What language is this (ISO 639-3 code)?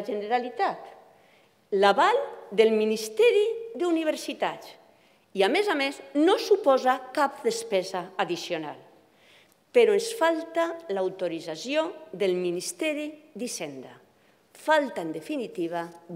cat